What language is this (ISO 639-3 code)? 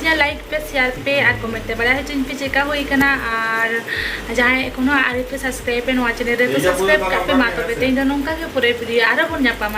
sat